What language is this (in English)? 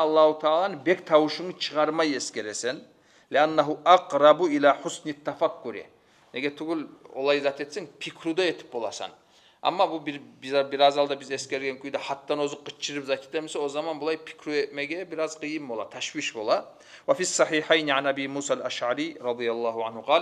Kumyk